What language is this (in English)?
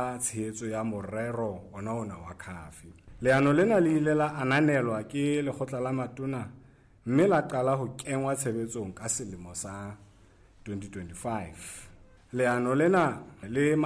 Southern Sotho